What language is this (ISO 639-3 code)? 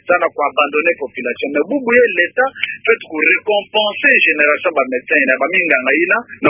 ktu